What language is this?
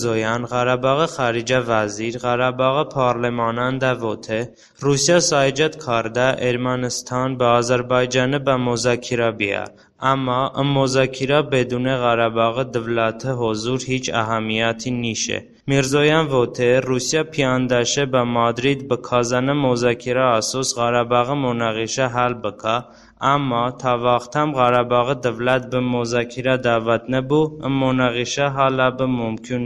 Talysh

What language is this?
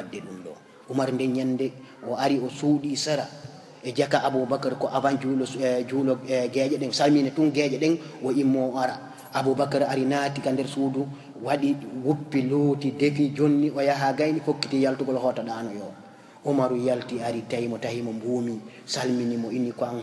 Fula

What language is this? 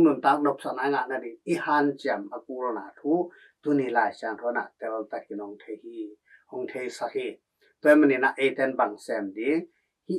Tedim Chin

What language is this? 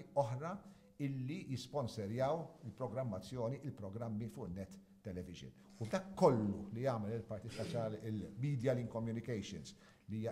Maltese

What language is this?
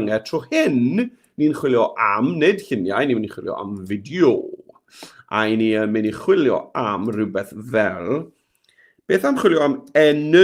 Welsh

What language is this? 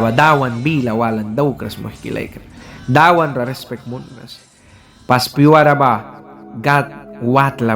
Mískito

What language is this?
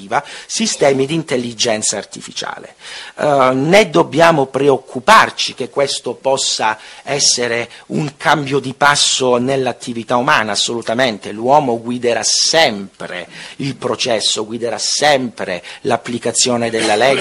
Italian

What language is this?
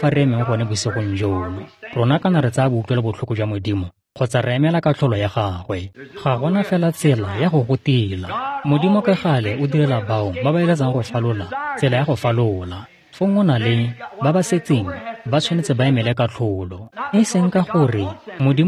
Tswana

